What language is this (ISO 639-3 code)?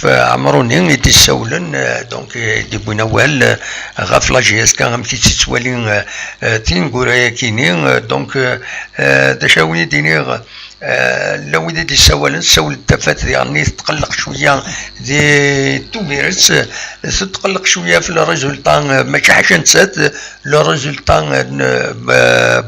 kab